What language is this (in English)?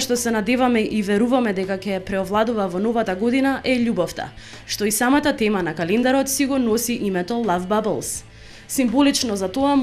Macedonian